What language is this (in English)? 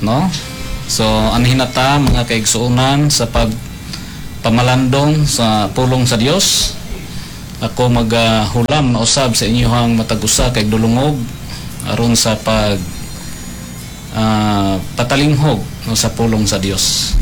Cebuano